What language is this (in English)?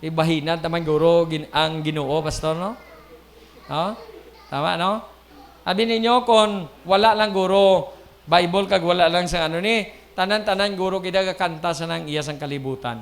Hiligaynon